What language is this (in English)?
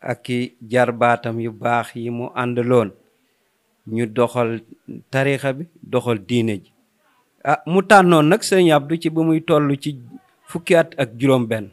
Wolof